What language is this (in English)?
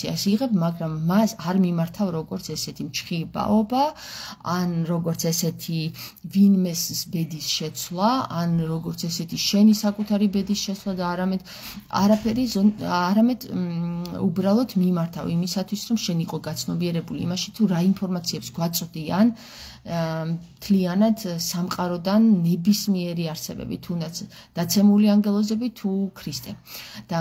Georgian